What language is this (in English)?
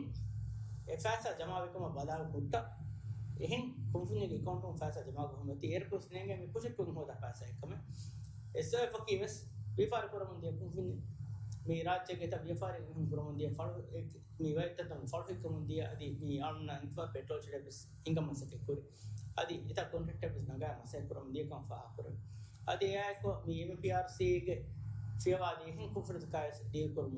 Divehi